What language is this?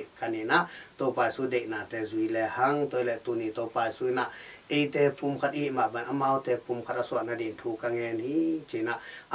Tedim Chin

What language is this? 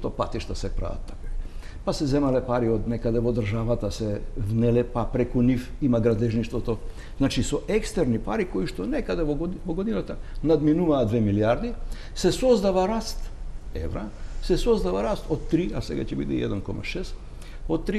Macedonian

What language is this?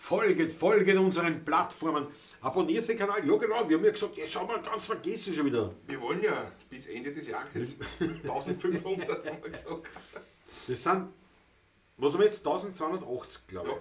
Bavarian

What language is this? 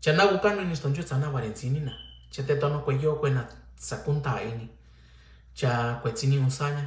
Mixtepec Mixtec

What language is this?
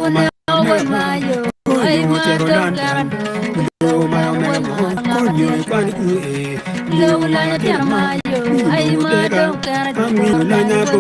Acoli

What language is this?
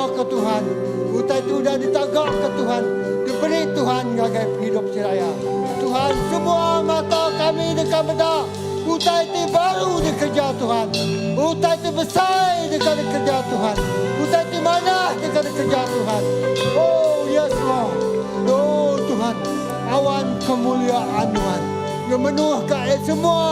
Iban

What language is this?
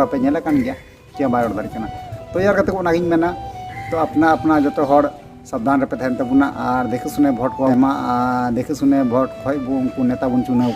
Santali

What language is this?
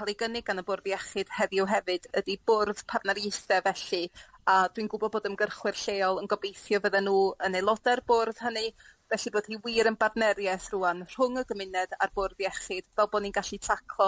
Welsh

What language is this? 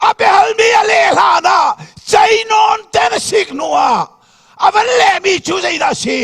Hakha Chin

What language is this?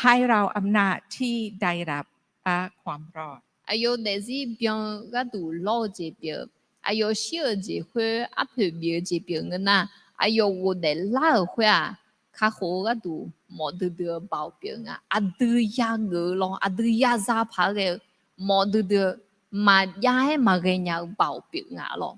Akha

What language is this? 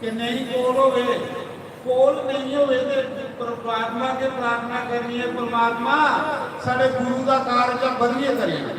Dogri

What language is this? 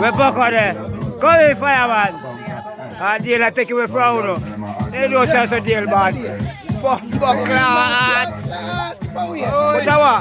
Jamaican Creole English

